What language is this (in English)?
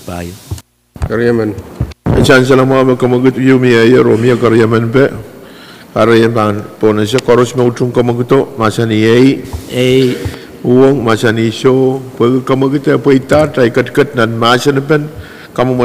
Pohnpeian